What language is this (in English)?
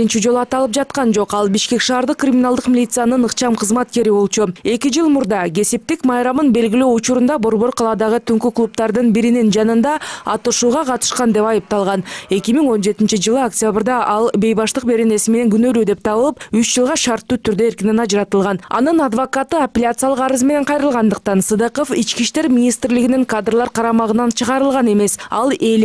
Kyrgyz